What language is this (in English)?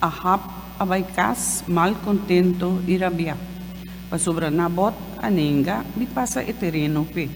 Papiamento